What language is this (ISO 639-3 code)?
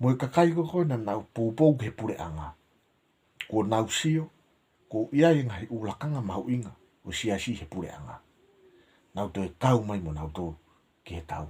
ton